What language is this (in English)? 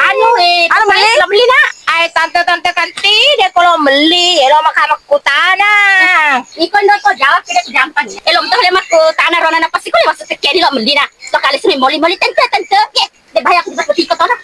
Buginese